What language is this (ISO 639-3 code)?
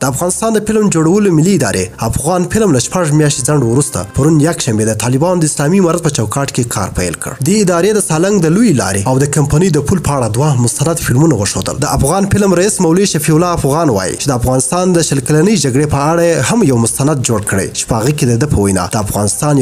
pus